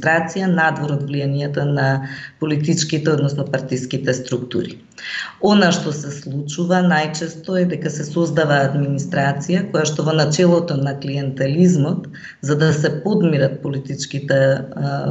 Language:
Macedonian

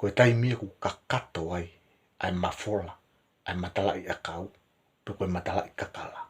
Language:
Tongan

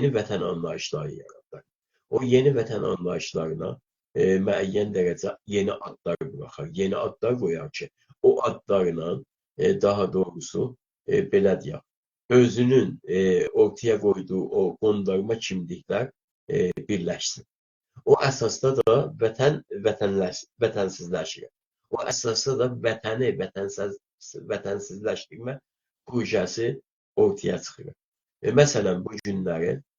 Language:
South Azerbaijani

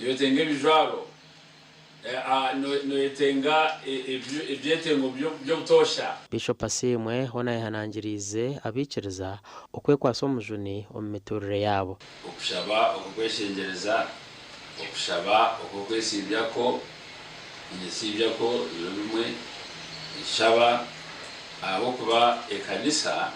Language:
Nyankole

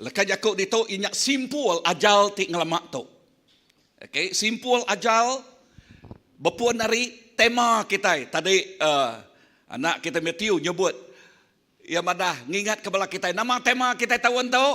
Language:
Iban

